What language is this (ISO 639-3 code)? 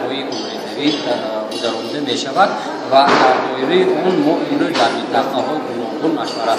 tgk